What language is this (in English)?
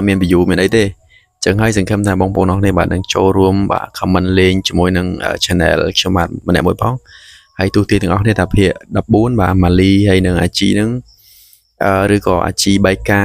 Khmer